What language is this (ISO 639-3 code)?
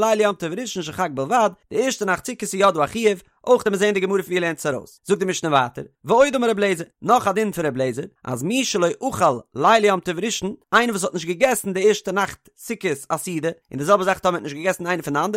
yid